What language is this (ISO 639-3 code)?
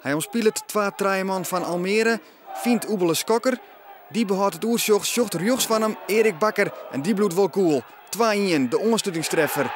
fry